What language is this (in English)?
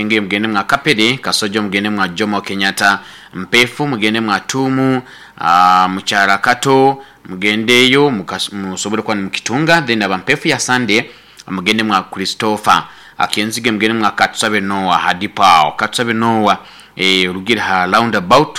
Nyoro